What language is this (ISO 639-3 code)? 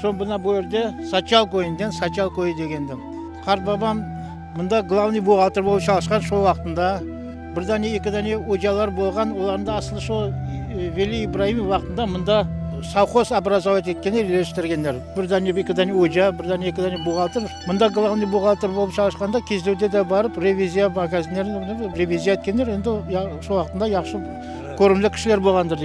crh